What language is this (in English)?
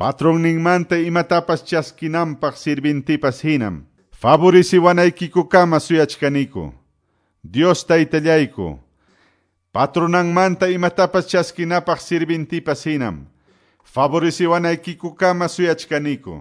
Quechua